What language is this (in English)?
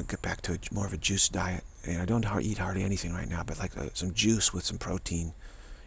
English